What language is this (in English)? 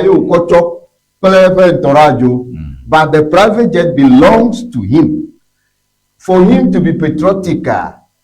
Ewe